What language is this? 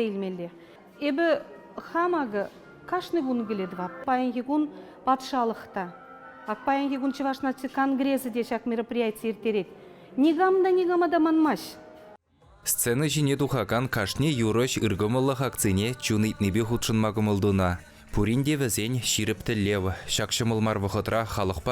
Chuvash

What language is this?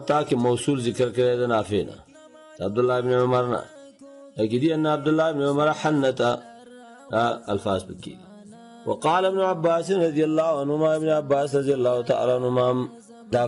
Pashto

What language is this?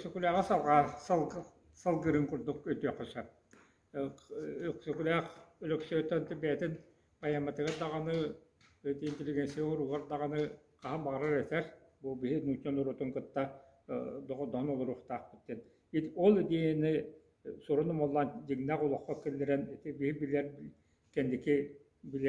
Yakut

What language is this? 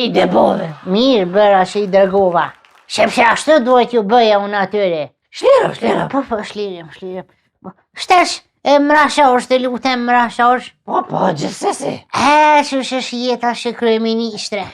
Albanian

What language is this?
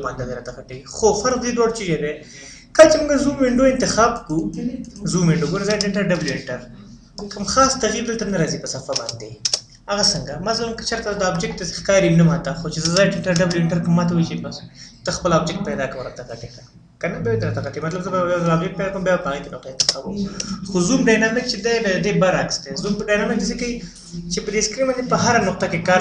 Pashto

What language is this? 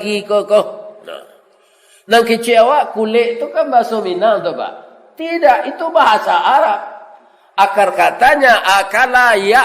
Minangkabau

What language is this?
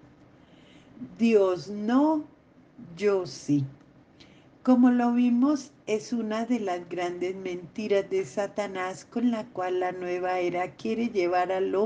Spanish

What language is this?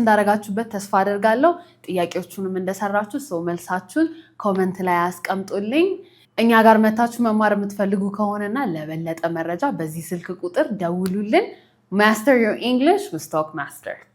Amharic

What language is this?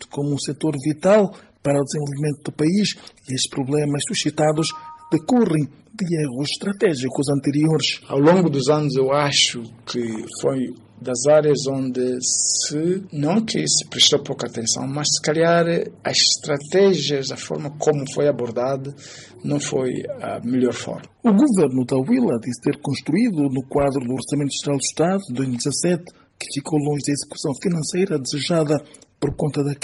Portuguese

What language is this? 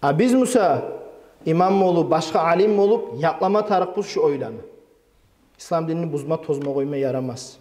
Kumyk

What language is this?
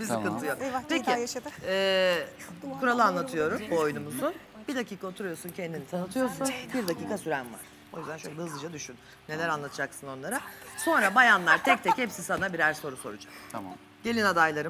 Turkish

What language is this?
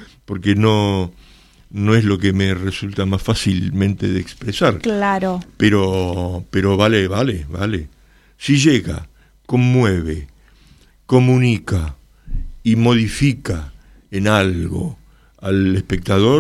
Spanish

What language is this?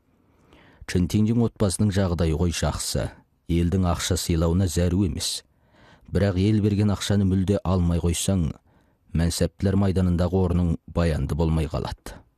Kazakh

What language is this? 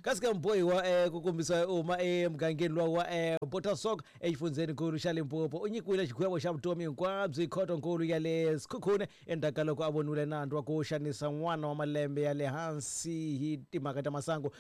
Tsonga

